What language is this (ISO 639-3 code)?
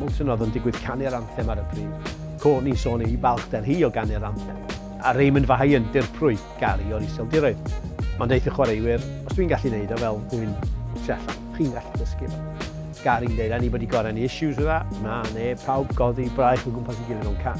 cym